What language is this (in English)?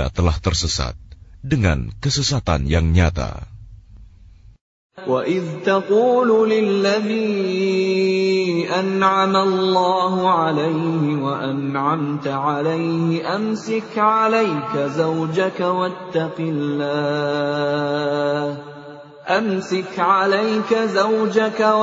Indonesian